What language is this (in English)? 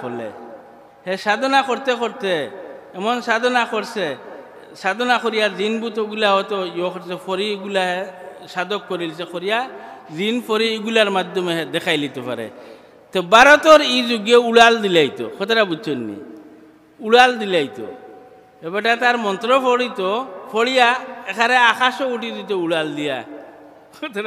Sylheti